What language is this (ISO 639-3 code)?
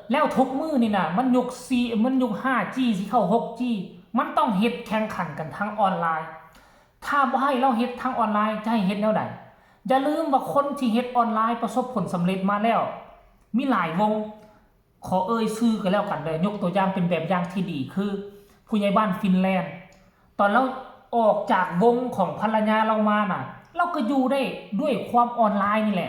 tts